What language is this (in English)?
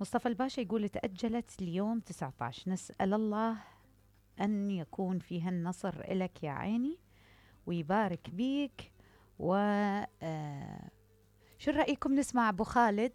Mesopotamian Arabic